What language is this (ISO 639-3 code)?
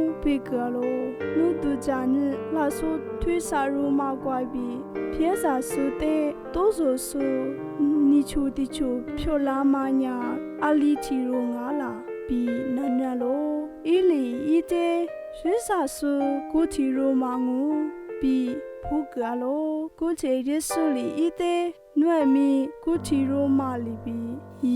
lis